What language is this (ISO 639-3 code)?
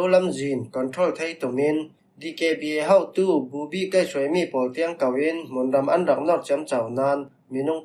cfm